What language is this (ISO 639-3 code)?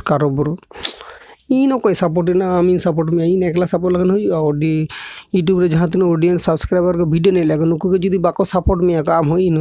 sat